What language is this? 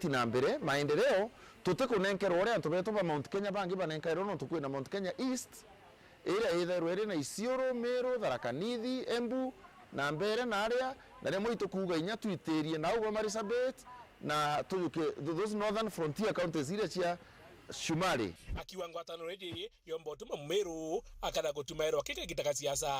Meru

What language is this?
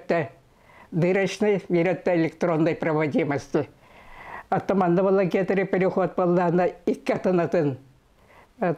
Yakut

